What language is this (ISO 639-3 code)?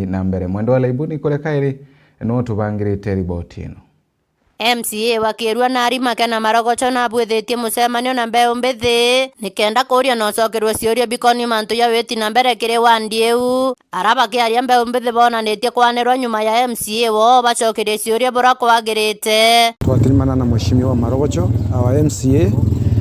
mer